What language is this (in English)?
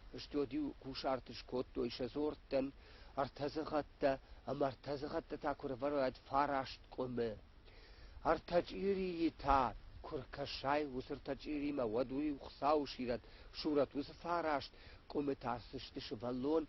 Ossetic